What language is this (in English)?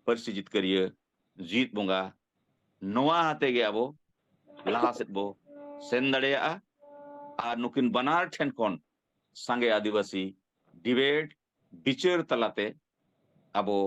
Santali